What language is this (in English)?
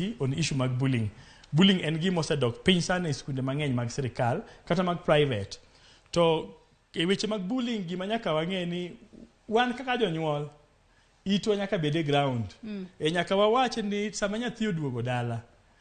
Luo (Kenya and Tanzania)